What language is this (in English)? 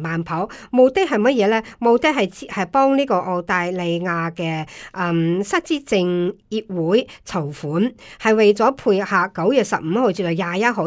Cantonese